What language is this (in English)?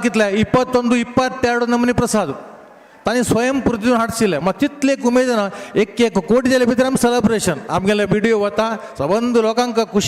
Konkani